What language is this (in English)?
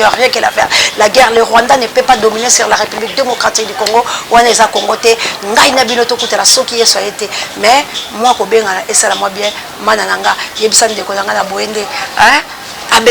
Lingala